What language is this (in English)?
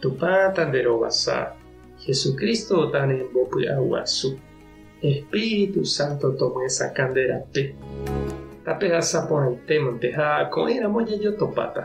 Guarani